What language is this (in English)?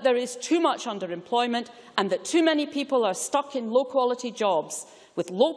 English